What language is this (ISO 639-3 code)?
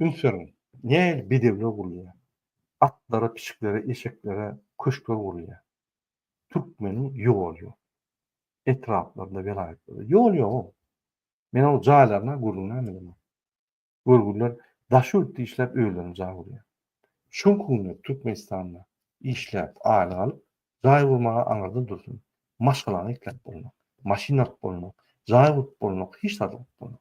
tuk